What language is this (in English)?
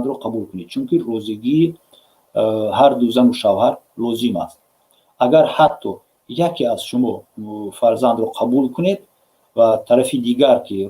Tajik